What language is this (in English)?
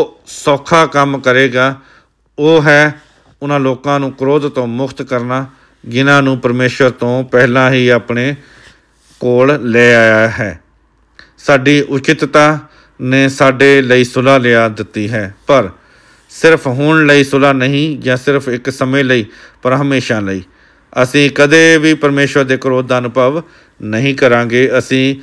Punjabi